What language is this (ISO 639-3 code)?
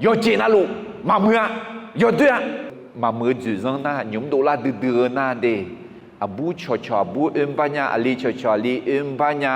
ahk